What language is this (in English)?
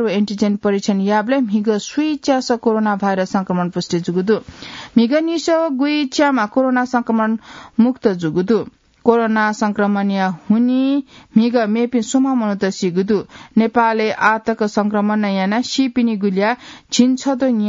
Newari